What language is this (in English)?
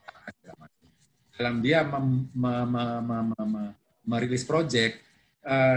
Indonesian